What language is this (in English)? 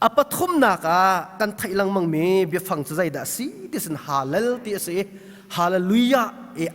Hakha Chin